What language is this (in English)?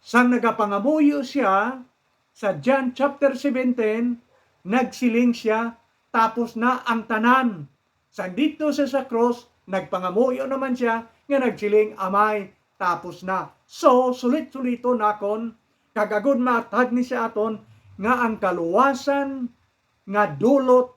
Hiligaynon